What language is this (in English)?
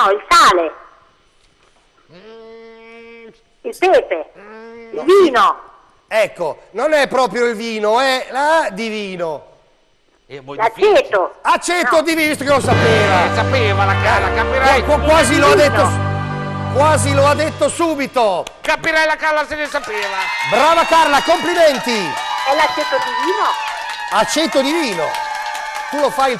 Italian